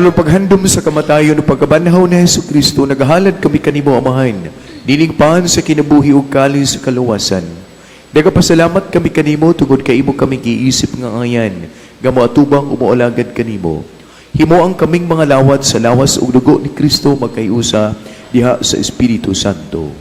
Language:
Cebuano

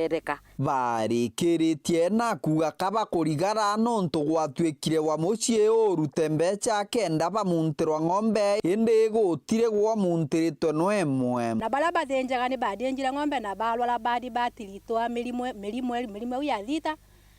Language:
Meru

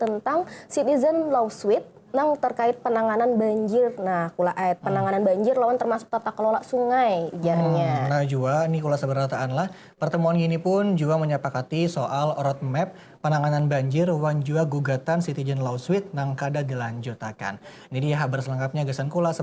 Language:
Banjar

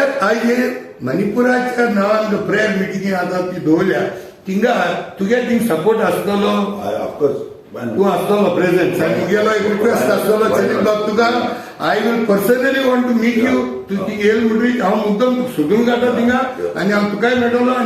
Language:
Konkani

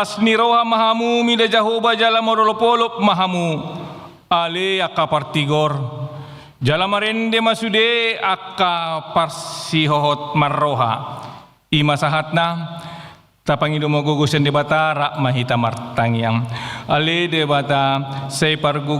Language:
Batak Toba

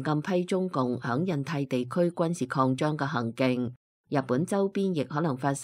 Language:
Cantonese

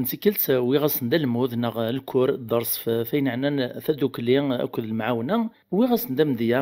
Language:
Kabyle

